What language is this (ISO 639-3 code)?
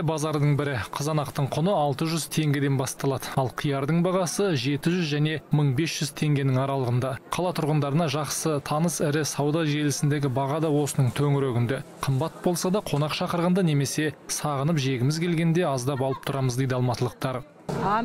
kaz